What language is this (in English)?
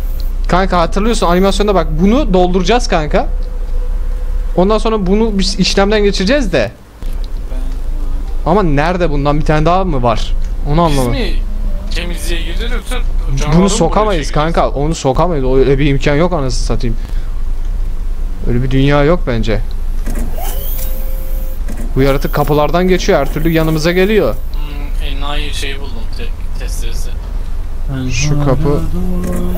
Turkish